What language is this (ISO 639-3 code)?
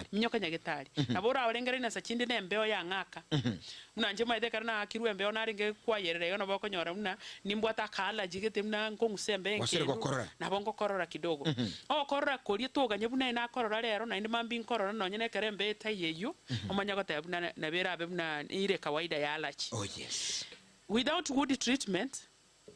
guz